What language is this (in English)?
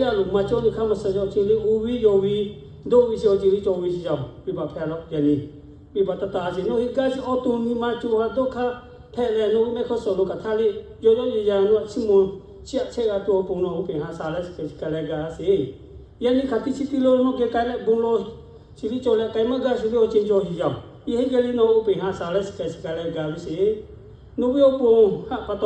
Lahu